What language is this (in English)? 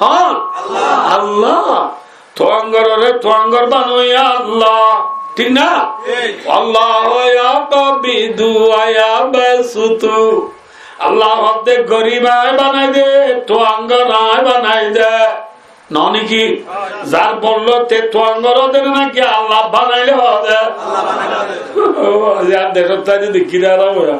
Rohingya